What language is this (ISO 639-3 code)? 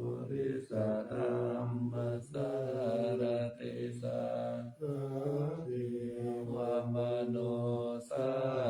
pli